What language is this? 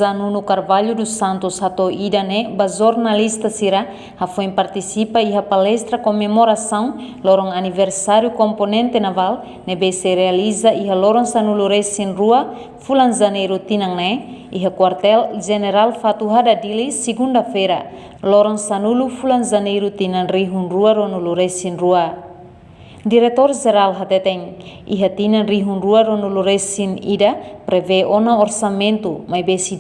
Tetum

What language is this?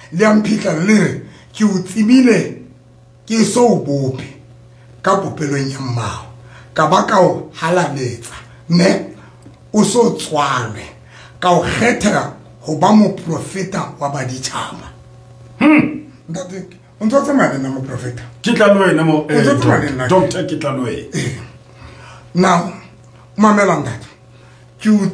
Southern Sotho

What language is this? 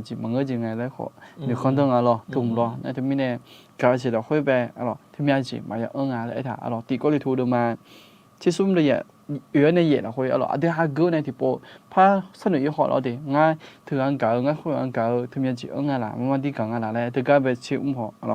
Akha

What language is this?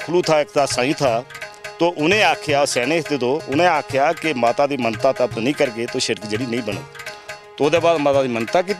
Dogri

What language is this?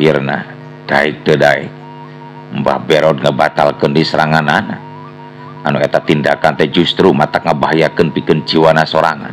Sundanese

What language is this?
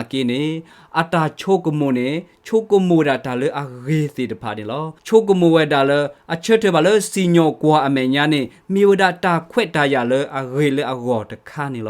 S'gaw Karen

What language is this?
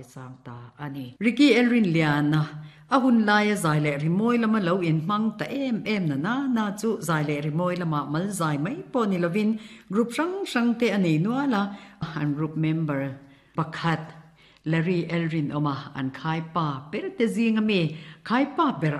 Mizo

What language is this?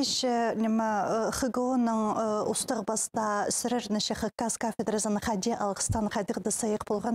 Khakas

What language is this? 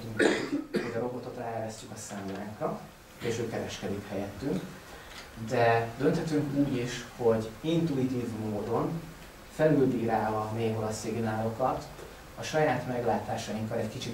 Hungarian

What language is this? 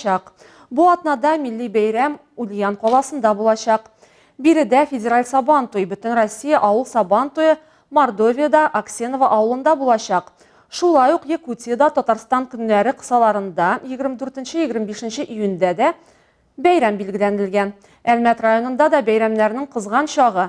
Tatar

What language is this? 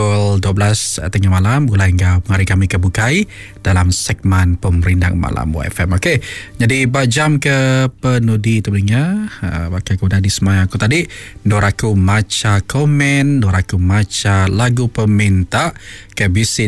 Iban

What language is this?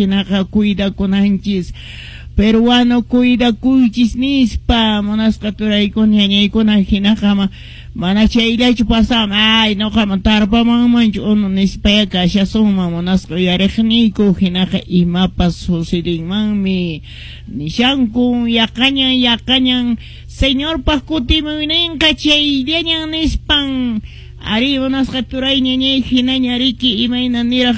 Quechua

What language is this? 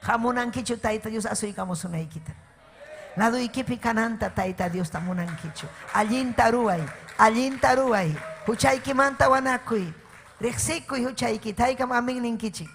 Ayacucho Quechua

